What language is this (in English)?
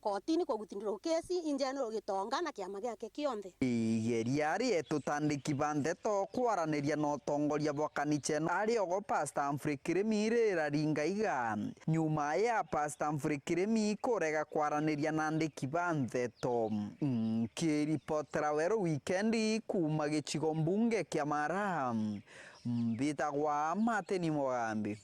Meru